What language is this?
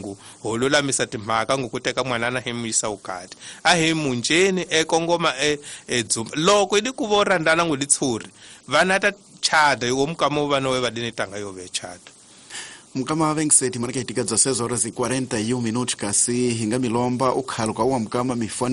Tsonga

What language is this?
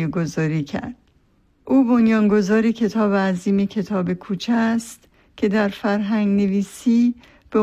Persian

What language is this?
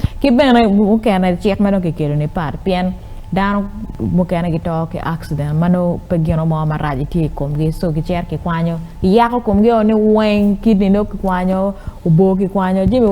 Acoli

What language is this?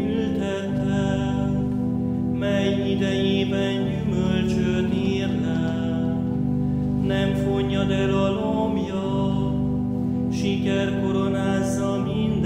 Hungarian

